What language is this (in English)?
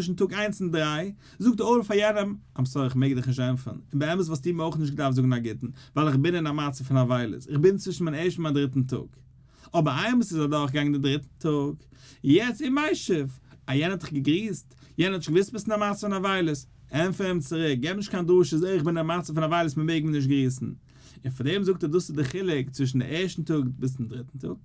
Yiddish